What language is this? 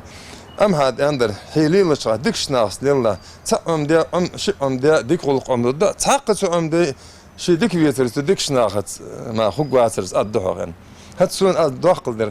Ingush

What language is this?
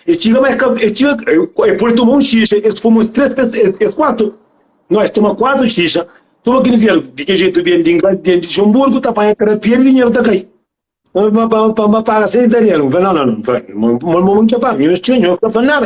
Kabuverdianu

